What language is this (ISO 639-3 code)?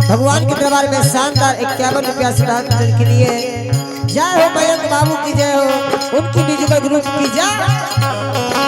anp